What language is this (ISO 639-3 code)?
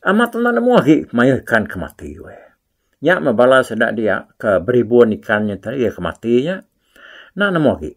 iba